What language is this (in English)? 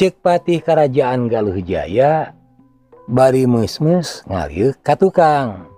Sundanese